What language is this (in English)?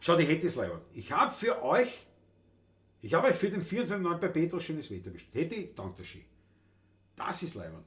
Bavarian